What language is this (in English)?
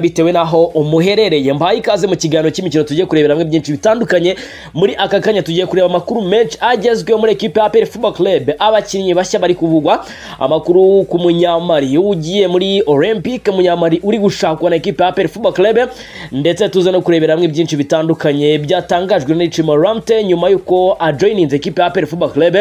Kinyarwanda